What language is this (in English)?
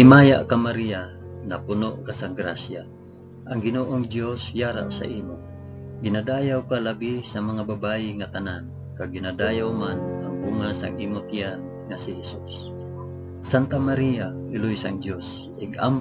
Hiligaynon